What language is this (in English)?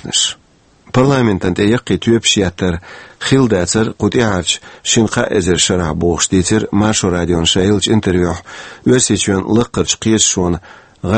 Chechen